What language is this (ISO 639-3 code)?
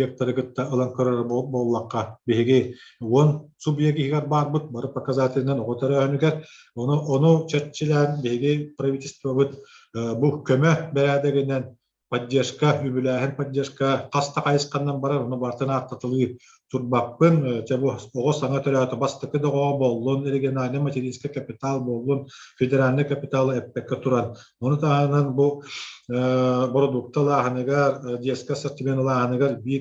sah